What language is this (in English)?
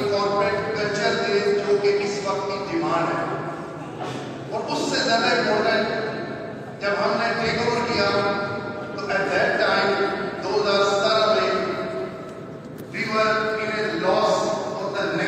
Urdu